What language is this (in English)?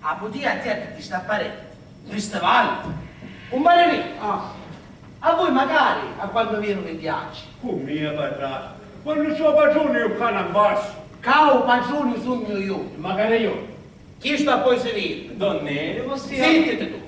Sicilian